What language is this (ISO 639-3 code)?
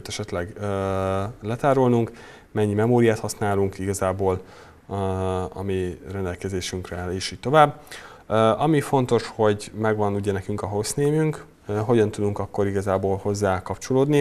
hun